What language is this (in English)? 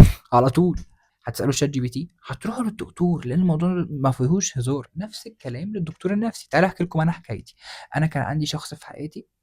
Egyptian Arabic